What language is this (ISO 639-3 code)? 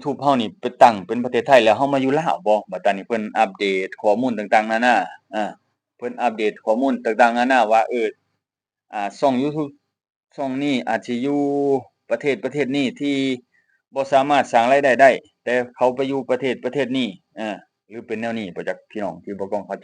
lao